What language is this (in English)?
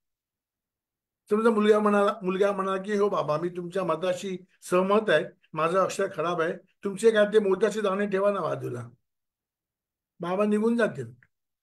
Marathi